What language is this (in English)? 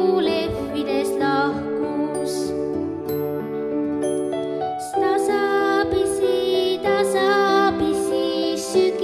Estonian